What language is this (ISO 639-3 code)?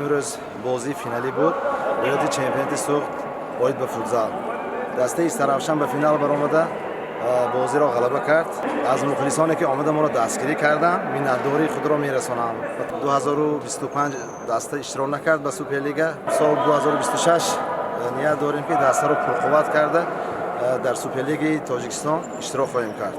tgk